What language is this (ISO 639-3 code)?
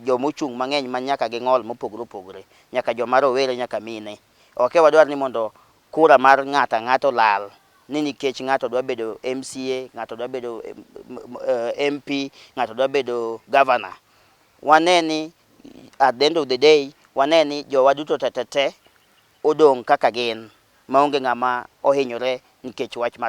luo